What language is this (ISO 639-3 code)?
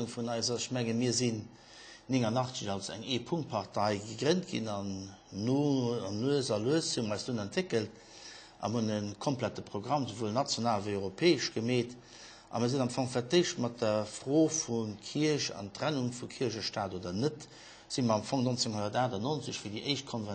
ltz